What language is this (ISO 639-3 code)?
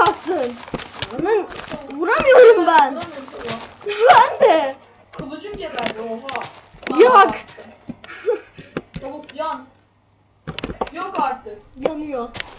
tur